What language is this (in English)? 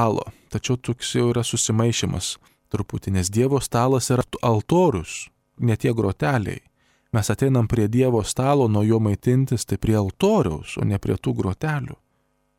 Lithuanian